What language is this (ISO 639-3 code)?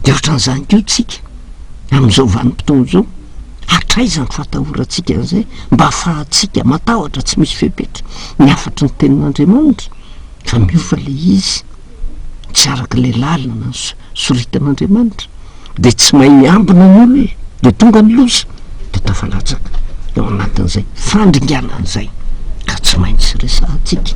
mlg